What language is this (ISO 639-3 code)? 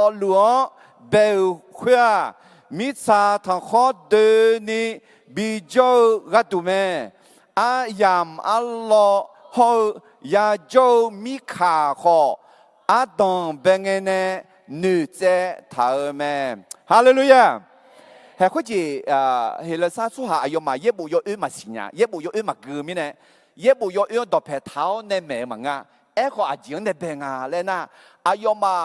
ahk